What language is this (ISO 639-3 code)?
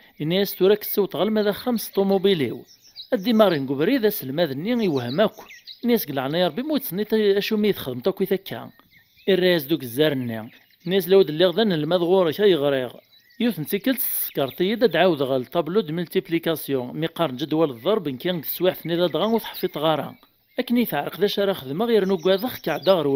kab